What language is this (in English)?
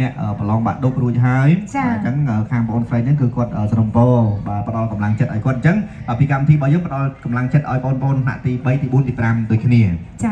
Khmer